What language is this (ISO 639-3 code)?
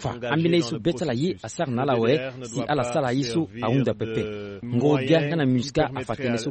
sag